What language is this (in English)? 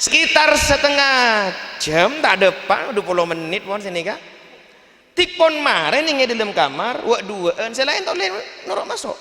Madurese